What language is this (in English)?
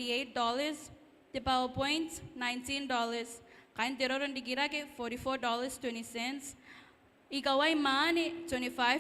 Gilbertese